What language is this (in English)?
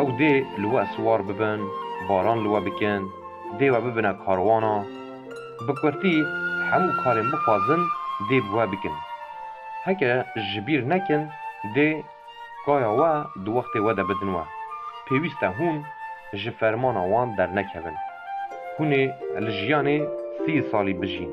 Kurdish